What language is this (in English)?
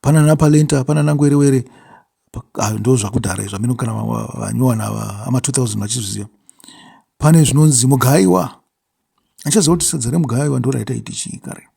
Shona